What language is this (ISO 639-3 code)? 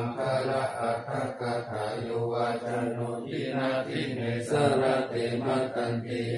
pli